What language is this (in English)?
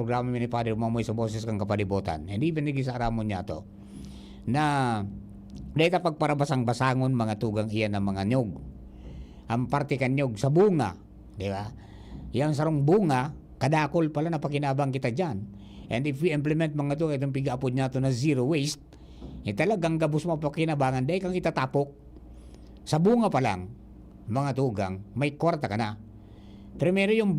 Bikol